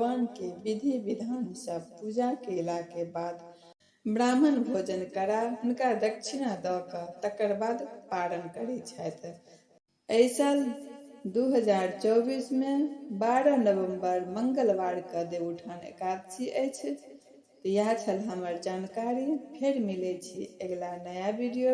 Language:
Maithili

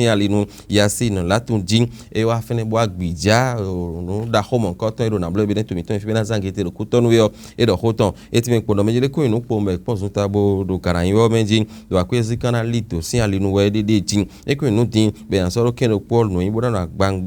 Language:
Fon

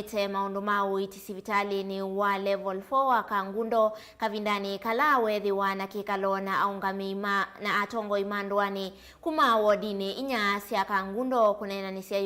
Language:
Kamba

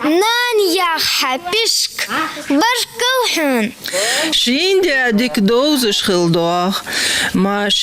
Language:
Ingush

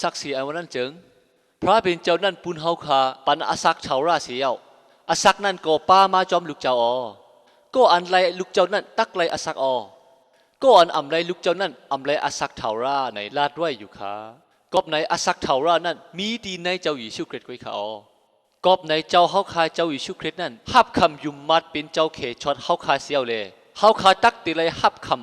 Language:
Shan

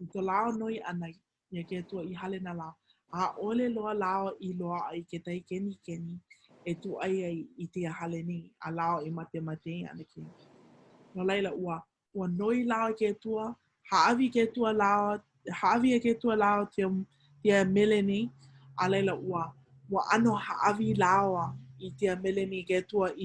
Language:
Hawaiian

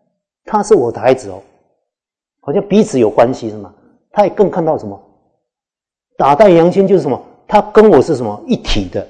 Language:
Chinese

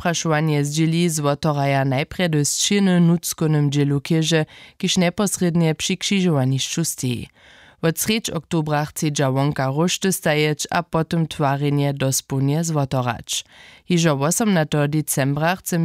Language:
Upper Sorbian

